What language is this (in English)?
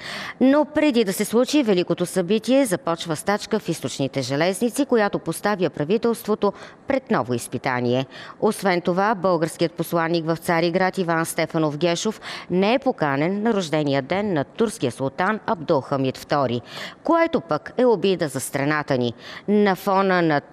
Bulgarian